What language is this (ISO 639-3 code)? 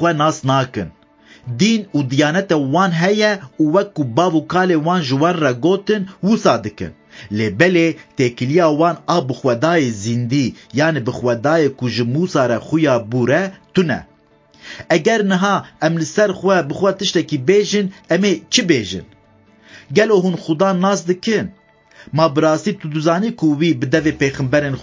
kur